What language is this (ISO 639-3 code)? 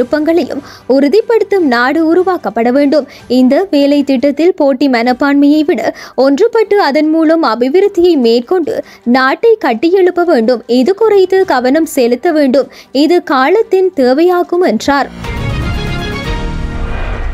tam